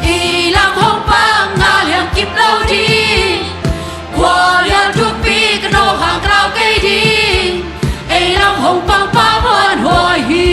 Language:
Tedim Chin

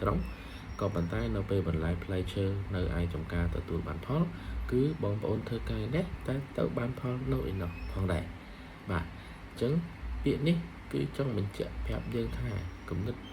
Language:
Khmer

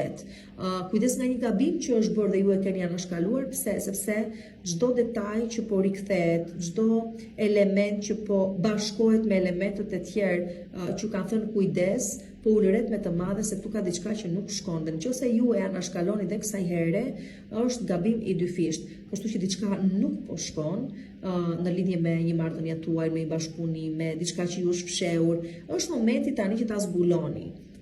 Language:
Albanian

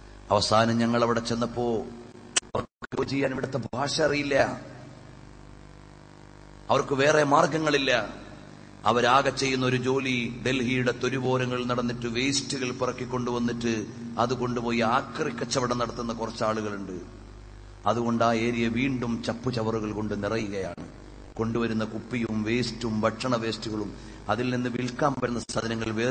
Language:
Malayalam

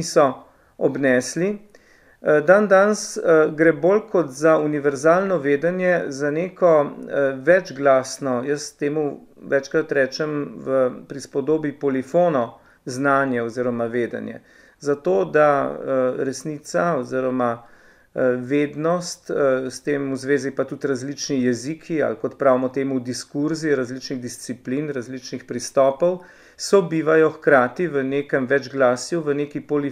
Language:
Slovenian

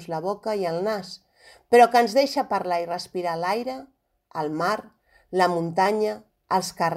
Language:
Catalan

